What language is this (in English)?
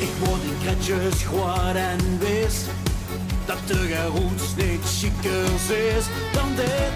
Limburgish